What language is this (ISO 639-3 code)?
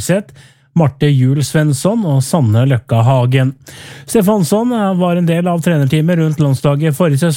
nor